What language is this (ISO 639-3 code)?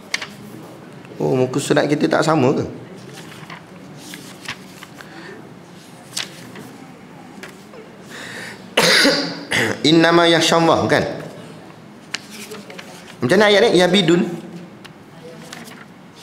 msa